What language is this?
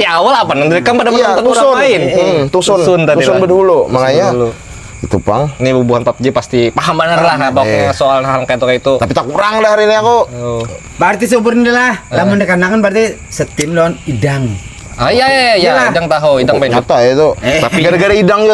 Banjar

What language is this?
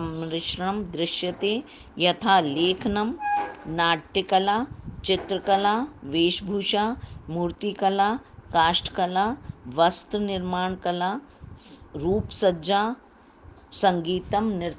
Sanskrit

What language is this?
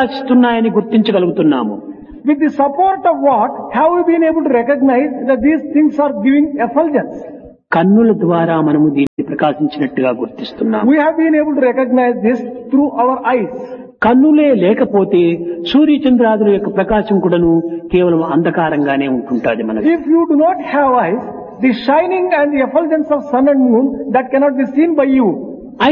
Telugu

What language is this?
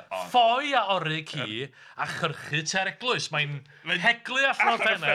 Welsh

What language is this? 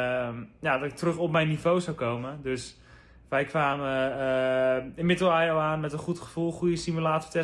Dutch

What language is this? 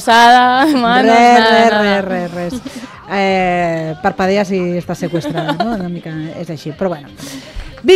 Catalan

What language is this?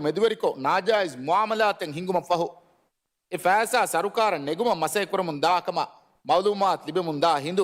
Divehi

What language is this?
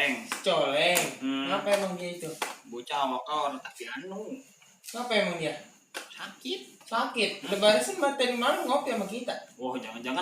Betawi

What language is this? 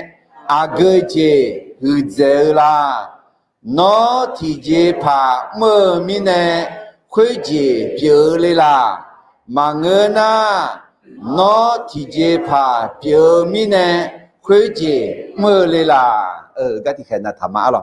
Akha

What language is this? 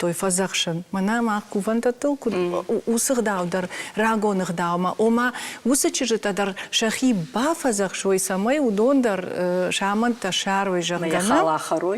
Ossetic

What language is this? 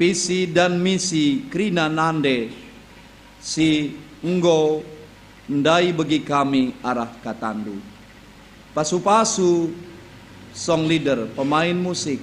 Batak Karo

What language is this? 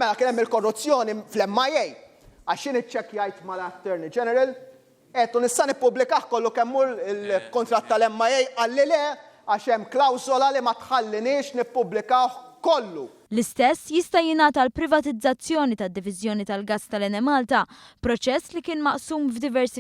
Maltese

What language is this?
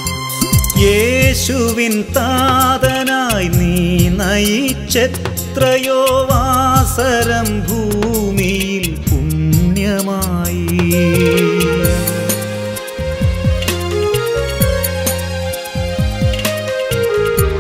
Malayalam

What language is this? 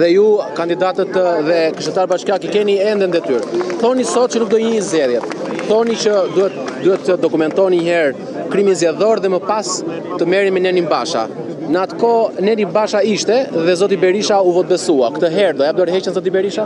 Albanian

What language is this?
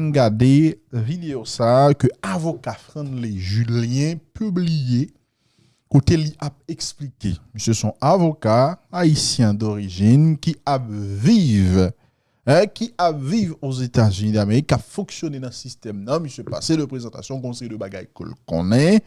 Haitian Creole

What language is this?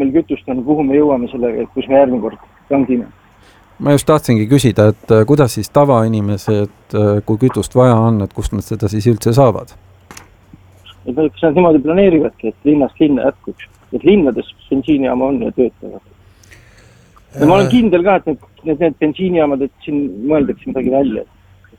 Estonian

